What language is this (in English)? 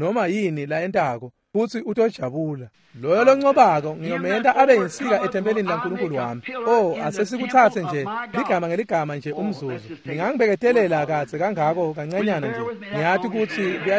Swati